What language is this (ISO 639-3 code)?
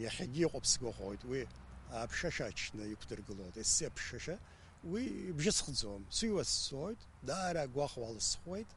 abk